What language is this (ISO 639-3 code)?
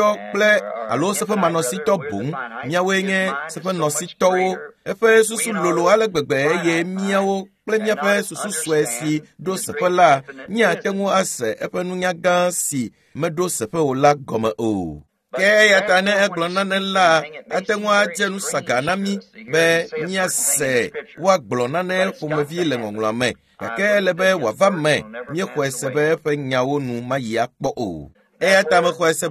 ewe